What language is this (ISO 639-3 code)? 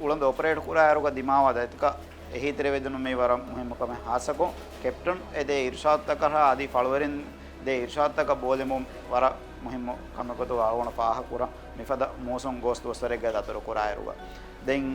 div